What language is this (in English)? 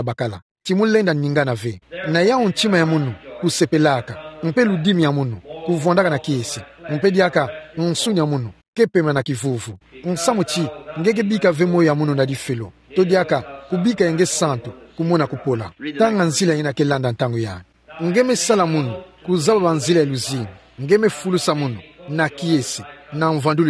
Kituba (Democratic Republic of Congo)